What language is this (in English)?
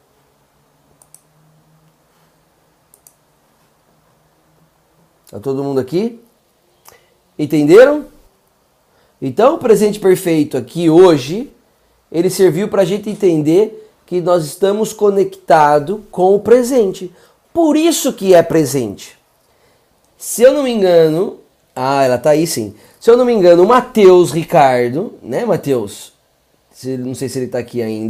Portuguese